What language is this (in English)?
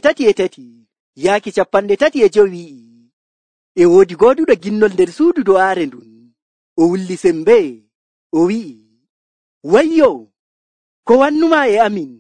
Nigerian Fulfulde